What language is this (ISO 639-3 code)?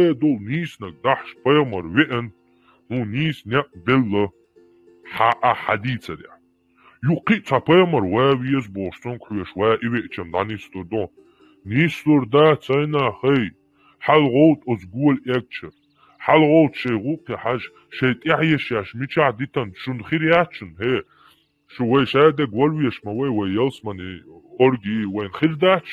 che